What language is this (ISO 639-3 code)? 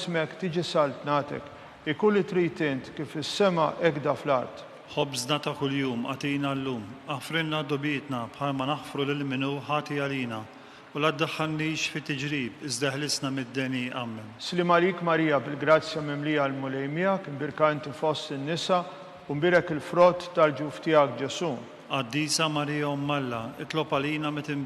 mlt